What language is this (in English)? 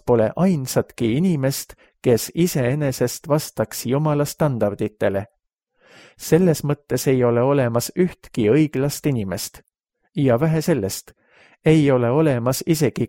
Estonian